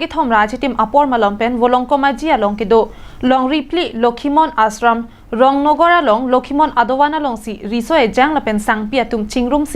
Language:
Karbi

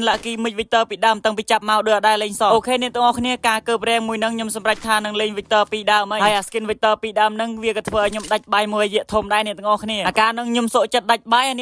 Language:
Khmer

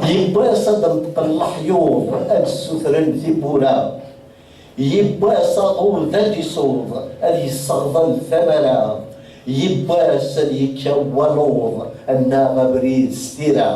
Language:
Kabyle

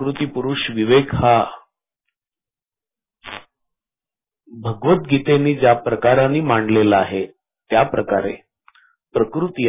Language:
Marathi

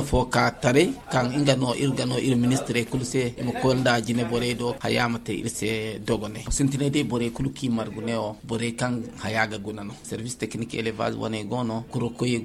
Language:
Zarma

